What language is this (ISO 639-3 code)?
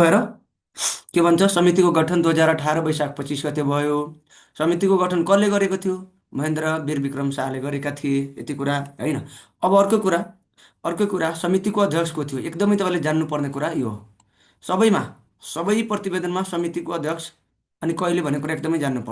nep